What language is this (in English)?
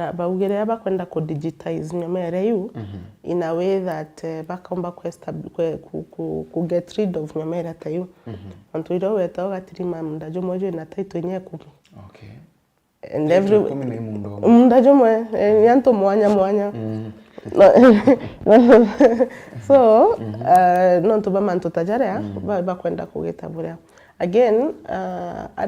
Meru